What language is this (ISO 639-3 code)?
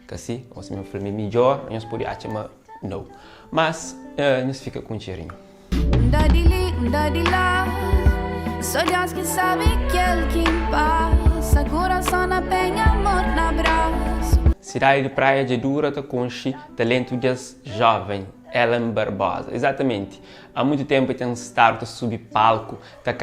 kea